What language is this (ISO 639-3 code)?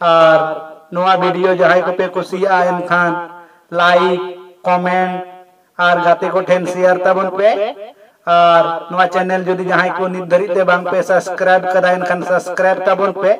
sat